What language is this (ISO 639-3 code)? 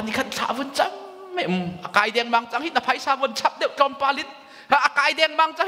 cnh